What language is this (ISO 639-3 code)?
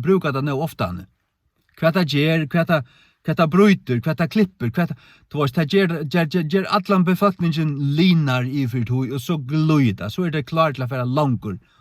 fao